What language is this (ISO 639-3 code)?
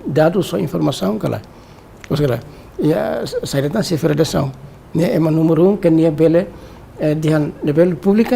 tet